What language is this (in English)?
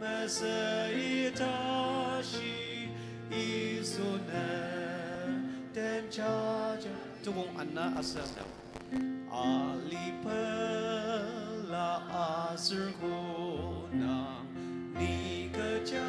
Ao Naga